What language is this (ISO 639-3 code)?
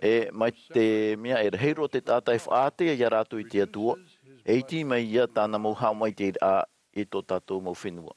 tah